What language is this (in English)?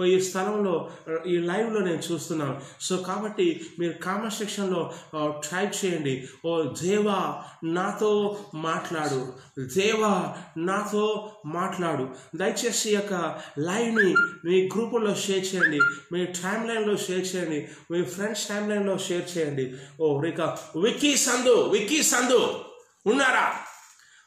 Telugu